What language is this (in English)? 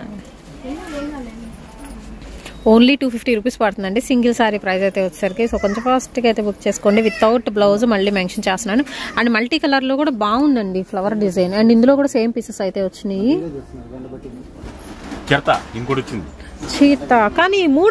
Telugu